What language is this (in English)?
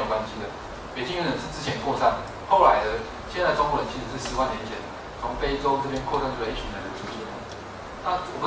Chinese